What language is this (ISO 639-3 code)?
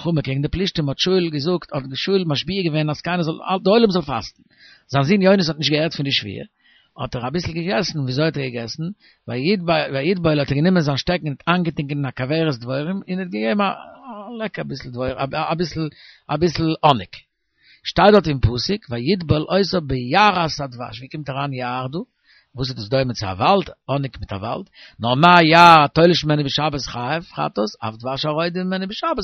yid